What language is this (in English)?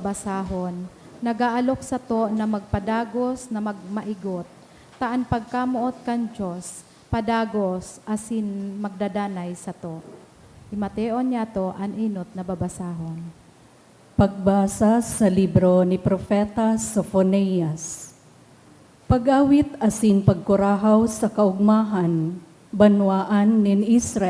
Bikol